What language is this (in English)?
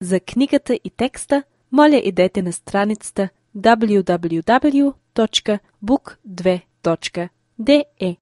Bulgarian